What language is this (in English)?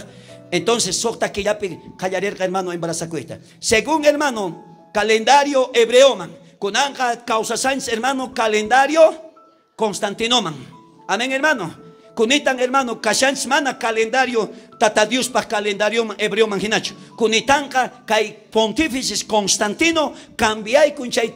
South Bolivian Quechua